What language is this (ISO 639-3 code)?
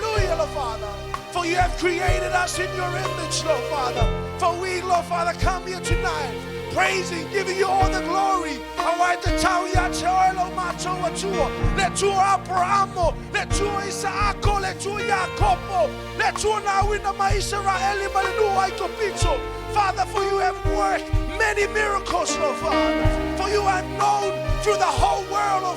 smo